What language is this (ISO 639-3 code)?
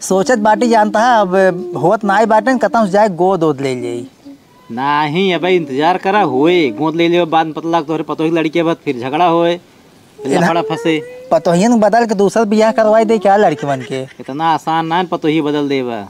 awa